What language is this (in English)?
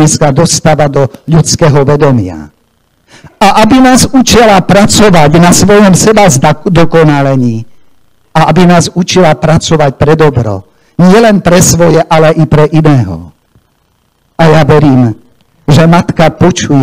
Slovak